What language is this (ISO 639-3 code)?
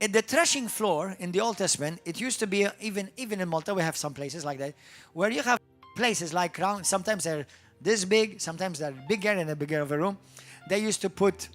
eng